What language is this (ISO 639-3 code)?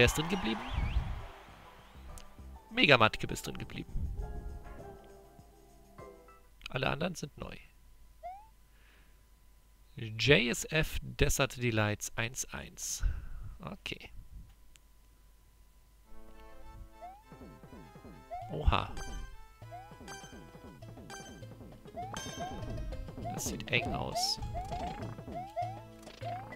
deu